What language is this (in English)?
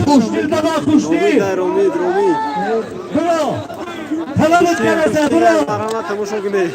Tajik